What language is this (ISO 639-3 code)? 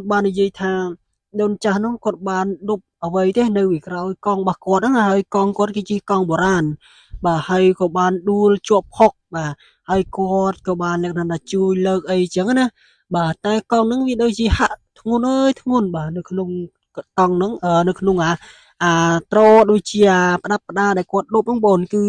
khm